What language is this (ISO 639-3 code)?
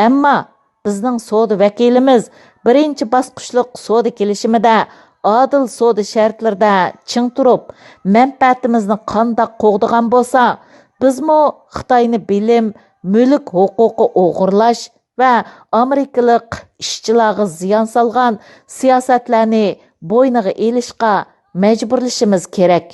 uig